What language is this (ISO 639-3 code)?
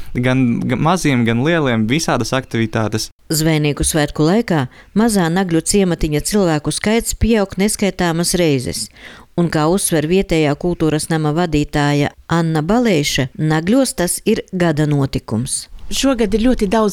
lav